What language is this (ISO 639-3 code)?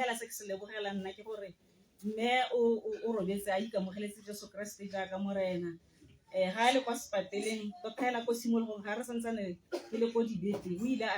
tsn